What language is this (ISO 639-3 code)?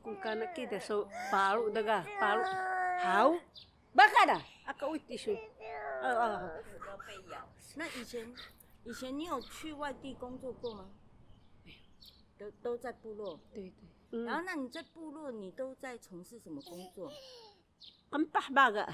trv